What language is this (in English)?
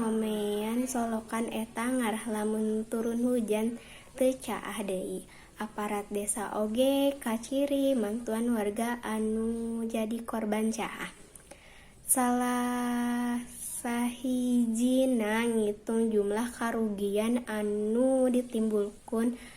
Sundanese